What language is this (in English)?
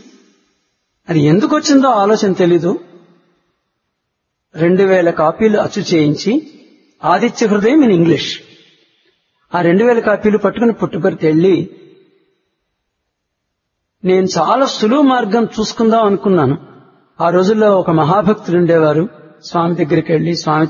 Telugu